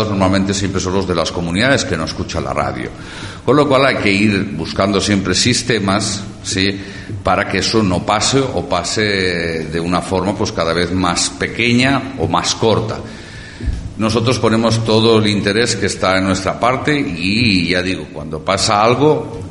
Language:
Spanish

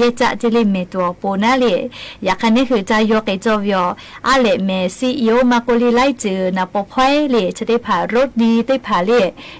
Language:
Lahu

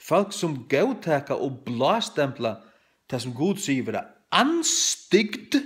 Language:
Faroese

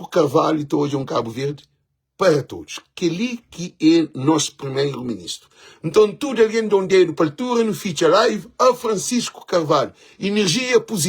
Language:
Kabuverdianu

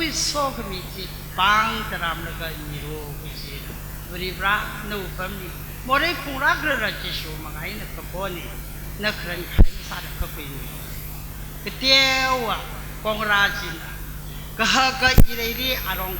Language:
Tangkhul Naga (India)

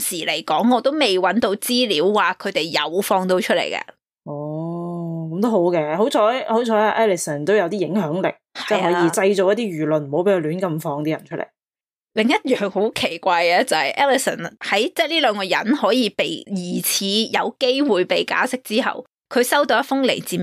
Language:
Cantonese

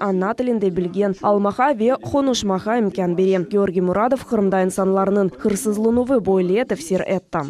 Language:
Crimean Tatar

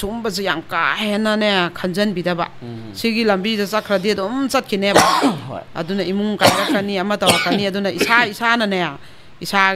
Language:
Manipuri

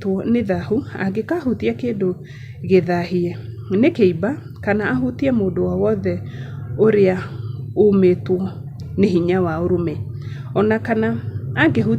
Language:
Kikuyu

